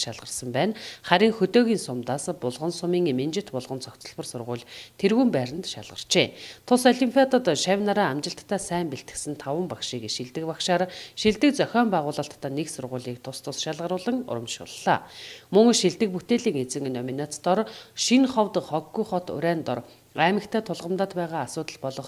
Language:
Mongolian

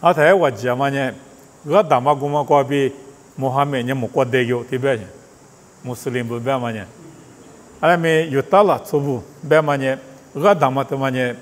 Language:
Lisu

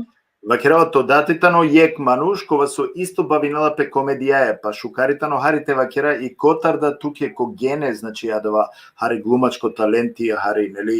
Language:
Balkan Romani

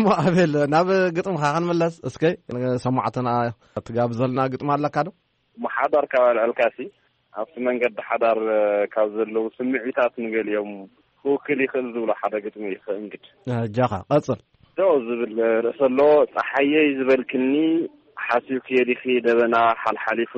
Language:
Tigrinya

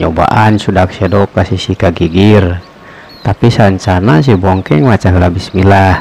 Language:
Sundanese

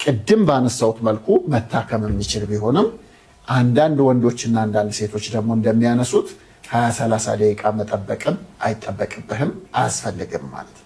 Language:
Amharic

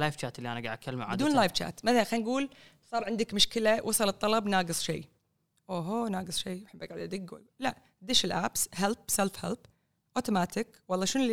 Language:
Gulf Arabic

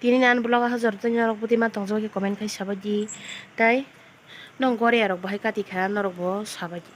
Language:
Kok Borok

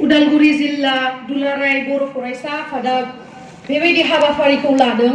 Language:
Bodo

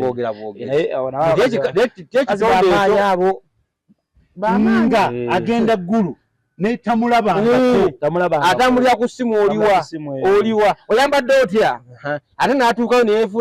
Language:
Ganda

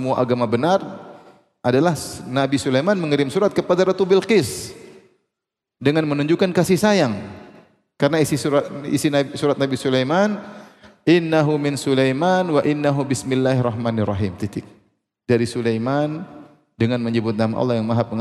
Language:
Indonesian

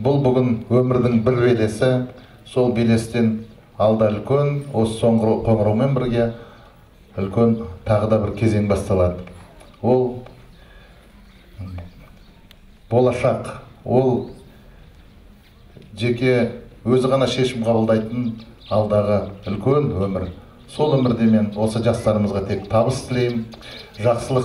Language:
Kazakh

